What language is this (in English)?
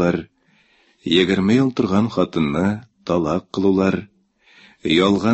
Tatar